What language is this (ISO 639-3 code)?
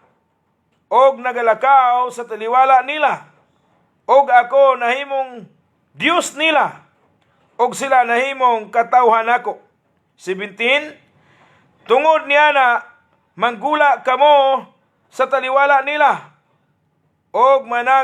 ceb